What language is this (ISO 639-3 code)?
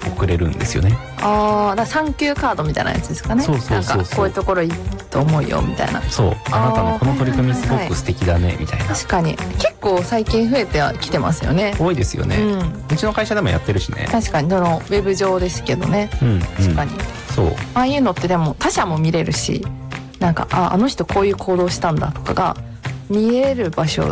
jpn